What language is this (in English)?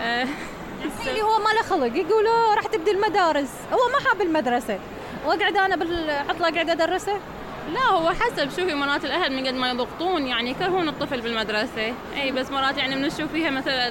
Mesopotamian Arabic